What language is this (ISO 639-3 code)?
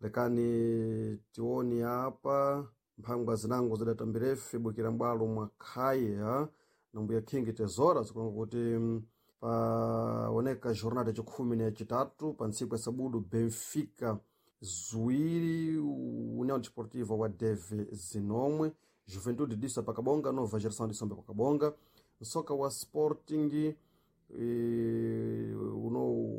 seh